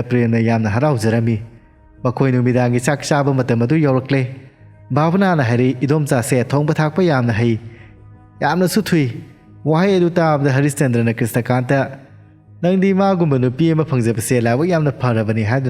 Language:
Manipuri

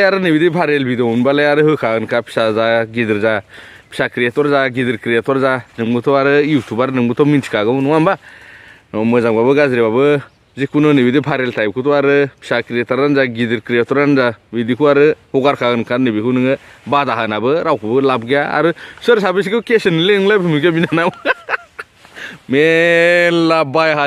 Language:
Bodo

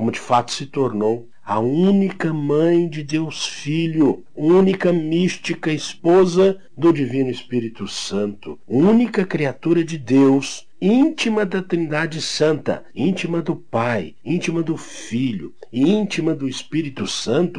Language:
Portuguese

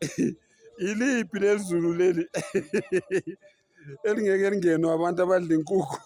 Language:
Zulu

